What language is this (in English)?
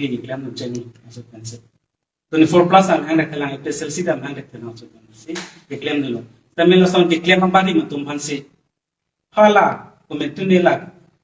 Karbi